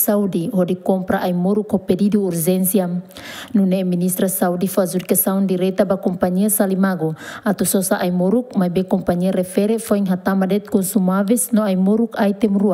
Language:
Tetum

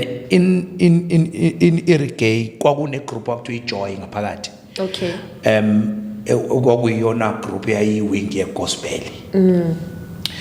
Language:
Zulu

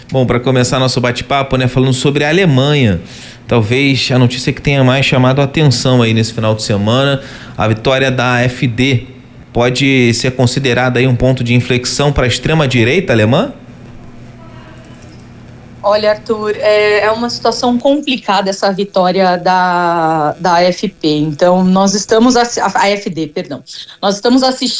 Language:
Portuguese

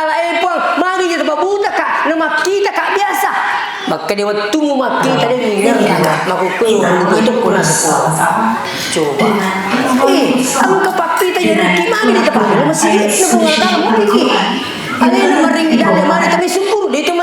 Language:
Buginese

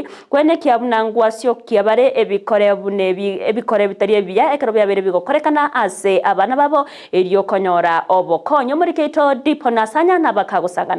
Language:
Gusii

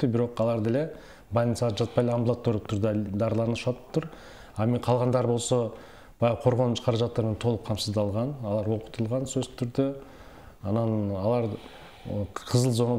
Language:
Kyrgyz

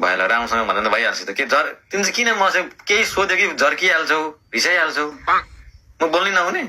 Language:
Nepali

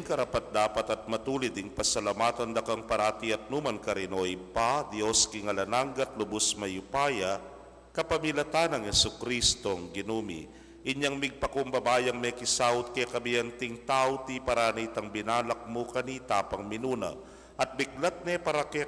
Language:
Pampanga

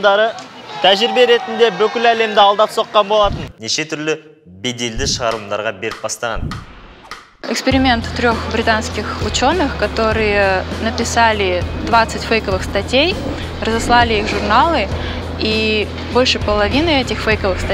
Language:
Kazakh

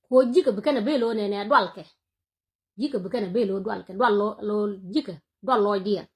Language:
Nuer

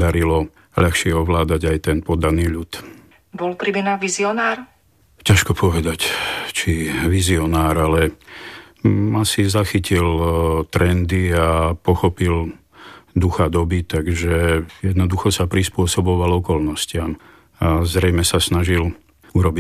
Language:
Slovak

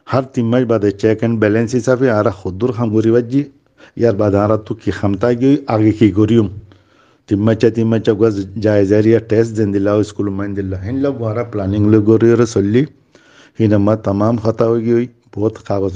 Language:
Rohingya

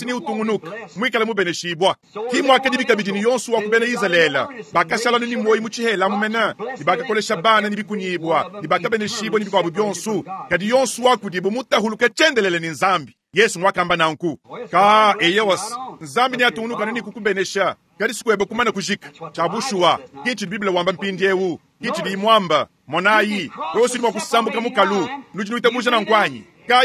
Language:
Luba-Lulua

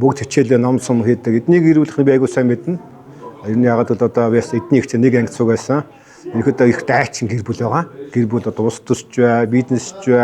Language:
Mongolian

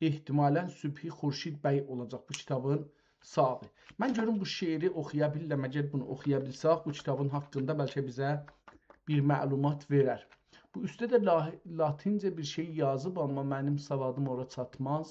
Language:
South Azerbaijani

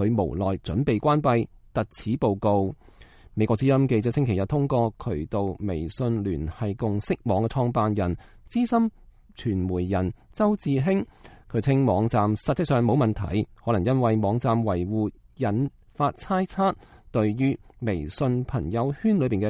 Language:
Cantonese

